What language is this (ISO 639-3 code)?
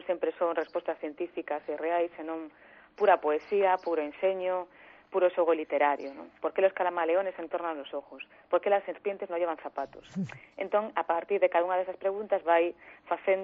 glg